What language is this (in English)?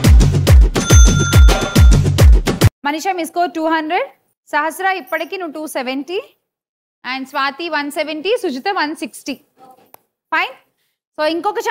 Telugu